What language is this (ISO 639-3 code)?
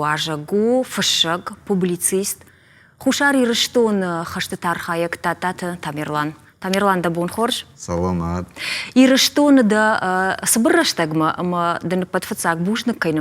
oss